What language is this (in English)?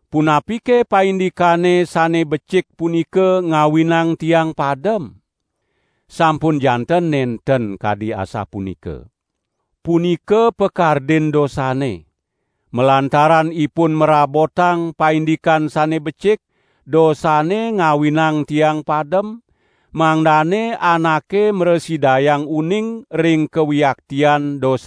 Balinese